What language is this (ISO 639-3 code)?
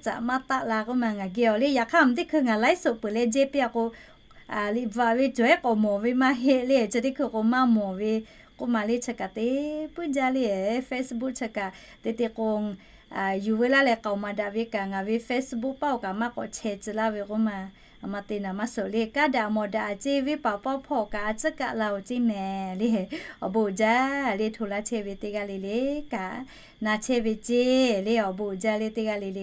lhu